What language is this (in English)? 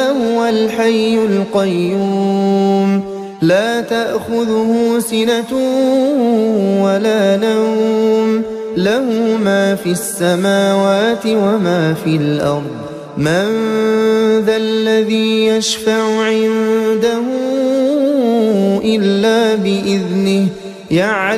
Arabic